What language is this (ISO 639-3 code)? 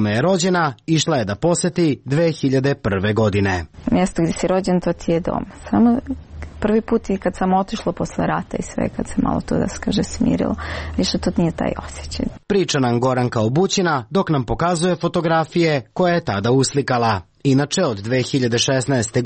srp